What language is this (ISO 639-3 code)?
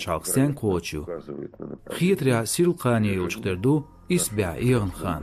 che